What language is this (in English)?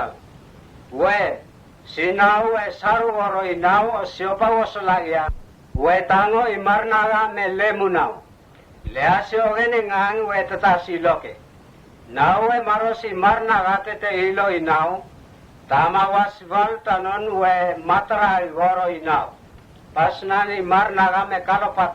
Mota